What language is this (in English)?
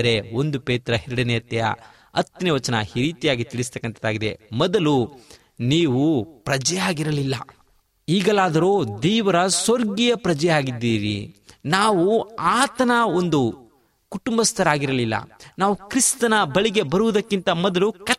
Kannada